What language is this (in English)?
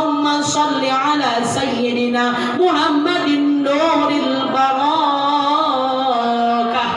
Sundanese